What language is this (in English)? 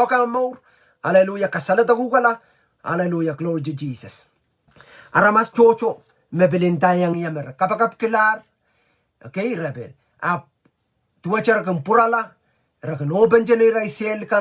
Pohnpeian